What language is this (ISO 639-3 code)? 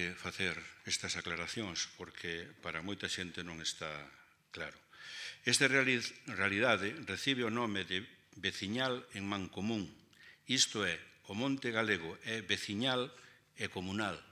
glg